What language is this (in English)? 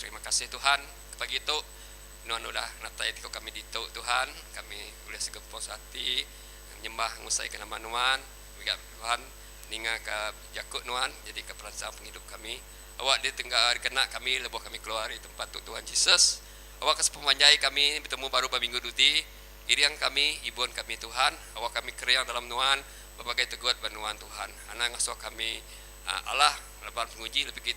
Iban